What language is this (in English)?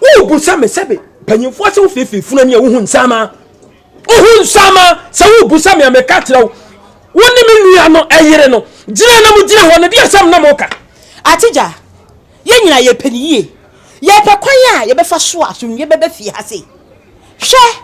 Akan